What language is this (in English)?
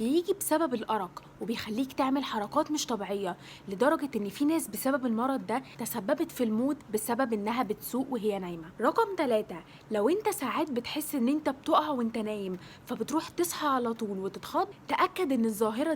Egyptian Arabic